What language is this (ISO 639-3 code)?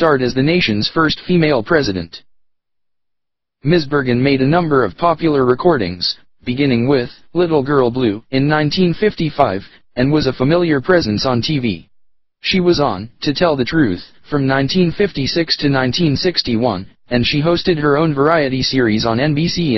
eng